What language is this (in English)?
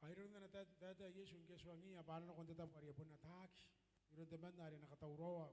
Gilbertese